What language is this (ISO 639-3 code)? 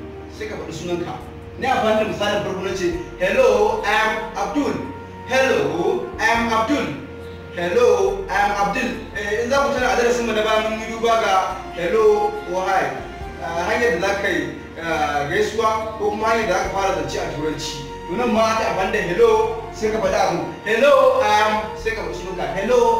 hau